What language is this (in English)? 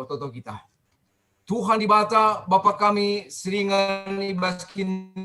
Batak Karo